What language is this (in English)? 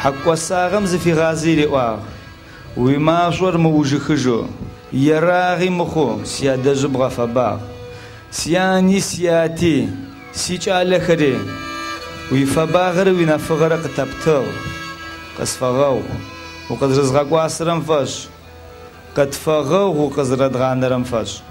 Adyghe